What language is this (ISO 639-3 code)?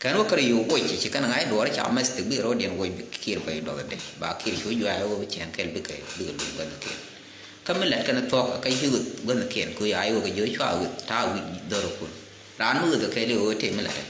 nus